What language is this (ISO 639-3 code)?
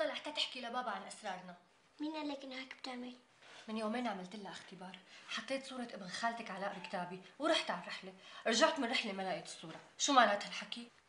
apc